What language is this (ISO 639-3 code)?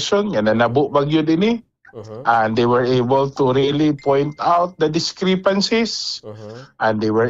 war